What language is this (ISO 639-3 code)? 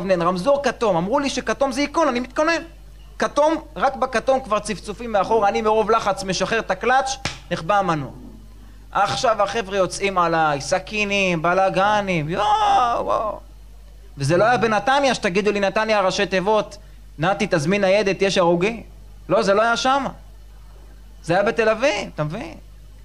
heb